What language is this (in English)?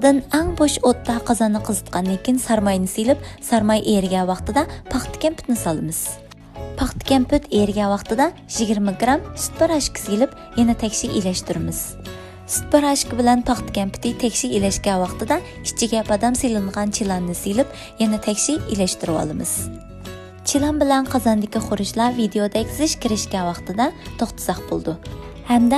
Uyghur